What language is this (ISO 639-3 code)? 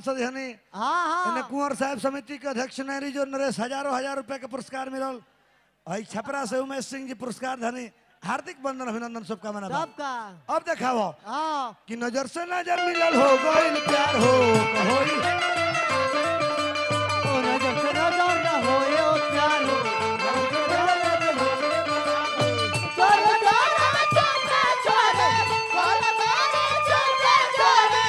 bho